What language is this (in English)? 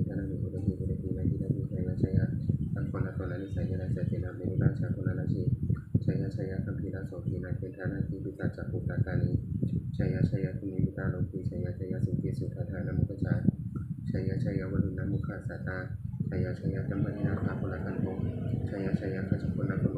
Pali